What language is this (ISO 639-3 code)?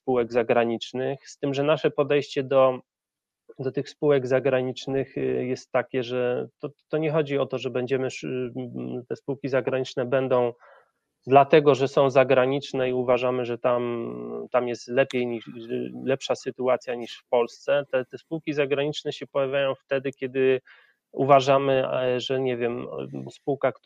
pol